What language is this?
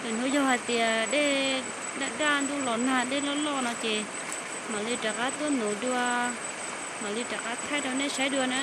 Hmong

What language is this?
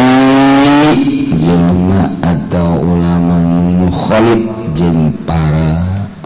Sundanese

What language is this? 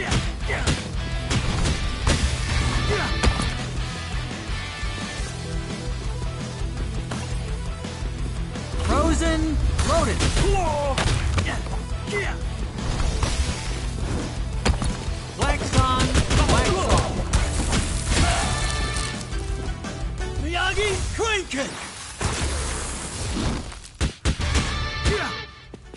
English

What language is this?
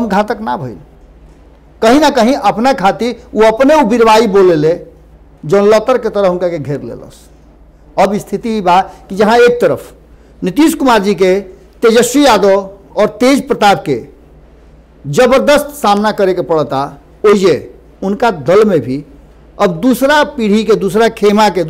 Bhojpuri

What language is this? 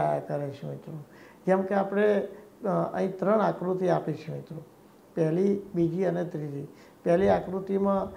Gujarati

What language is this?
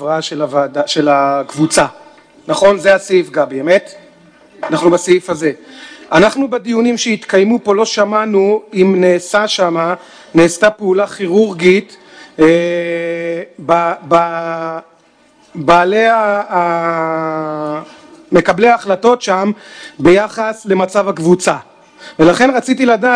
Hebrew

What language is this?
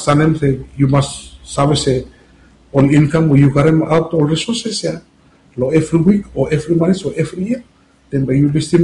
Bislama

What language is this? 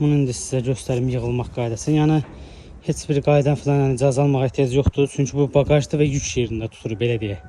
Azerbaijani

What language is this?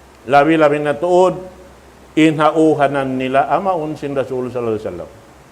Tausug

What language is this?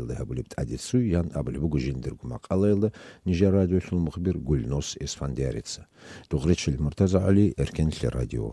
Avaric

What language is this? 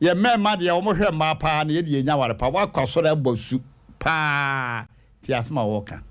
Akan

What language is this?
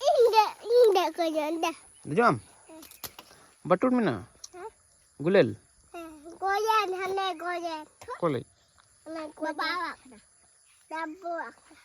Santali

